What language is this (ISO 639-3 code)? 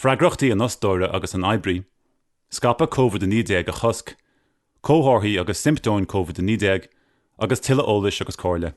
gle